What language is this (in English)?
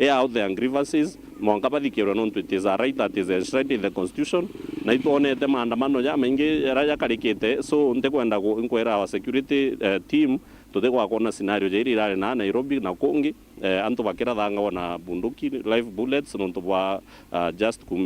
Meru